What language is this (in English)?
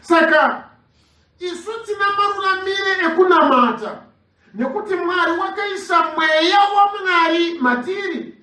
Shona